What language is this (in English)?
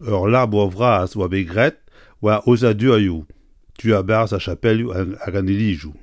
Breton